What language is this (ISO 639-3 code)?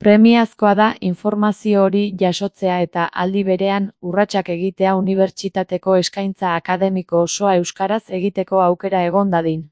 eus